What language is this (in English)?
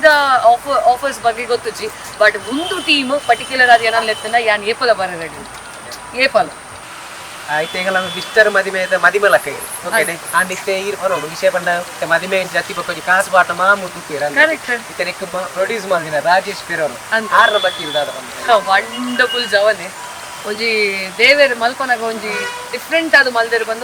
Tulu